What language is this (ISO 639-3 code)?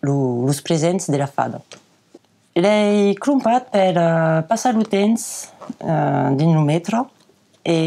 oci